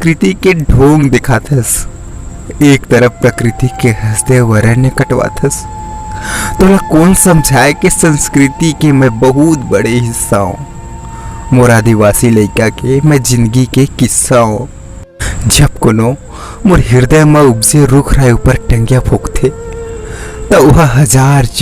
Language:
Chhattisgarhi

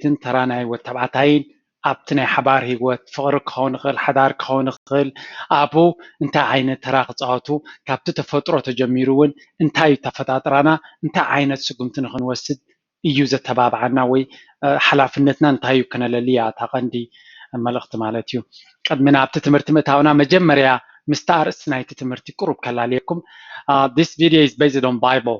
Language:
Tigrinya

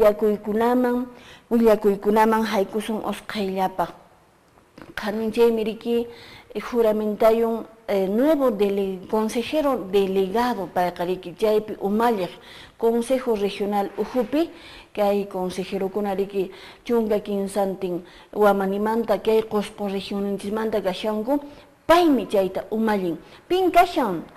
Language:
Quechua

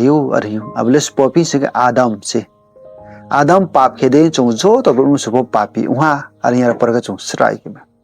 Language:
Riang (India)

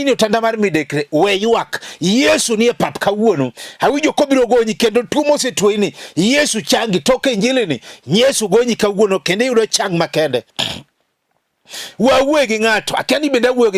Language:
Luo (Kenya and Tanzania)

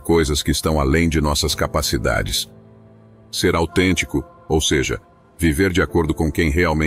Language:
Portuguese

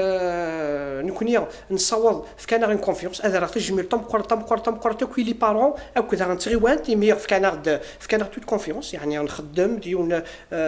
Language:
Kabyle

